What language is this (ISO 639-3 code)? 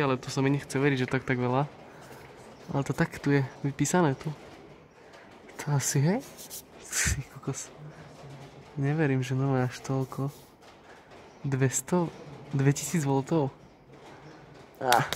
slk